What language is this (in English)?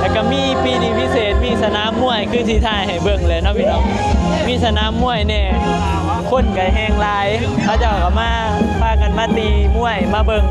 Northeastern Thai